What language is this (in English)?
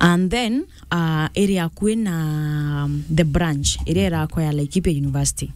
Meru